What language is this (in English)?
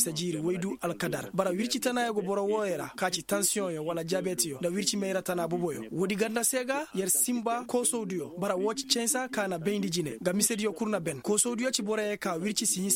Koyraboro Senni